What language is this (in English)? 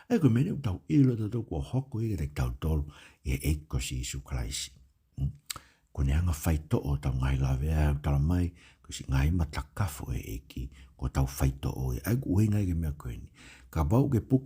Tongan